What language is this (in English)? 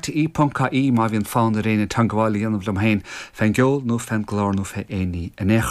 Irish